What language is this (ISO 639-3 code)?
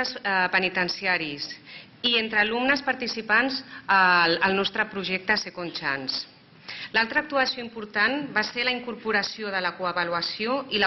cat